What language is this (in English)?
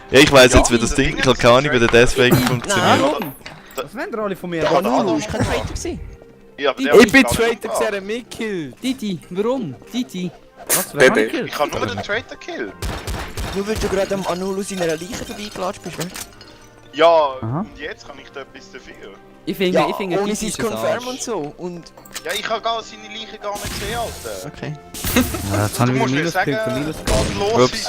Swiss German